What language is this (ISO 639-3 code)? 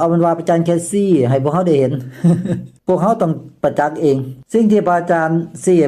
lao